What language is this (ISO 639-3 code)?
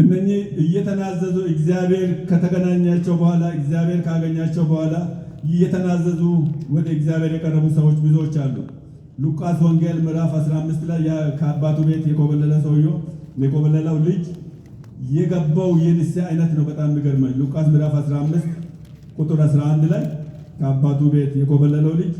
amh